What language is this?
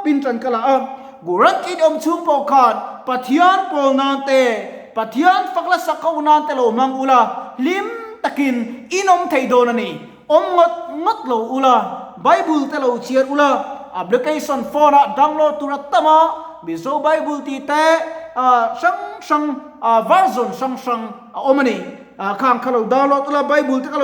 Mizo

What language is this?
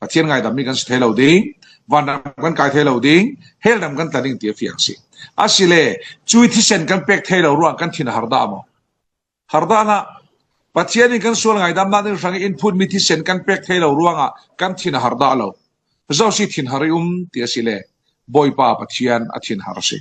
Falam Chin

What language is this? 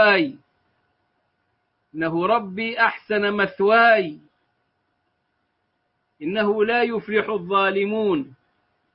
Arabic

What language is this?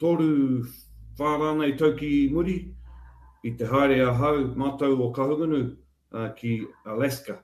Māori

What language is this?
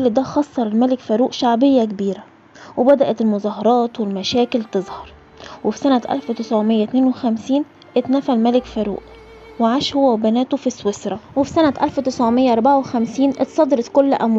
Egyptian Arabic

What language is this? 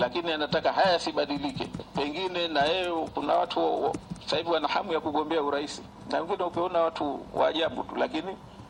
Swahili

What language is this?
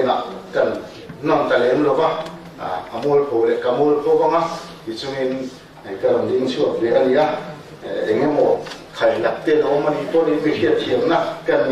Mizo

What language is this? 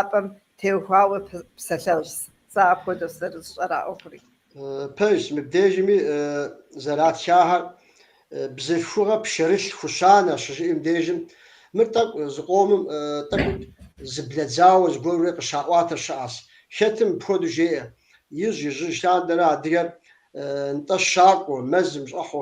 Kabardian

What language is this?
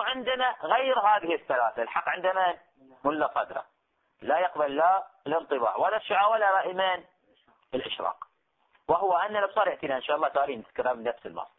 Arabic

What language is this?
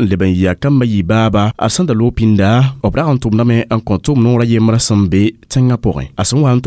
Mossi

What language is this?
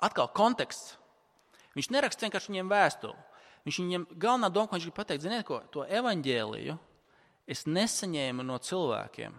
Latvian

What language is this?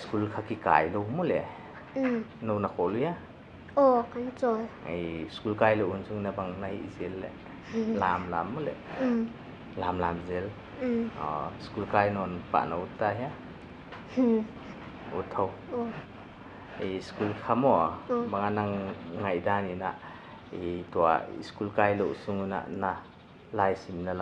Paite Chin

